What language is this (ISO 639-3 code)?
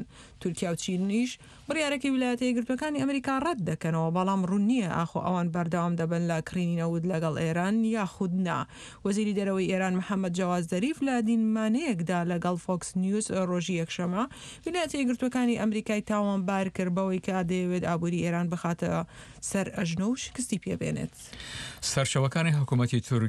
ckb